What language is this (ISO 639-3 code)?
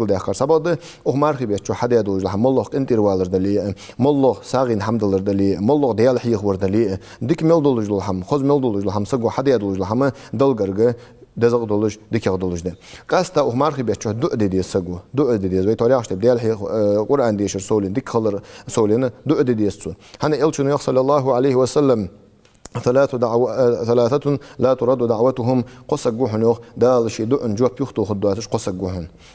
inh